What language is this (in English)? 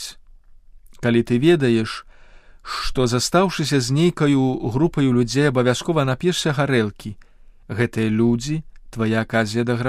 Belarusian